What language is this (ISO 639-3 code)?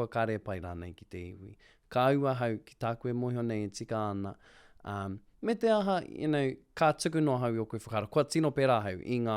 mri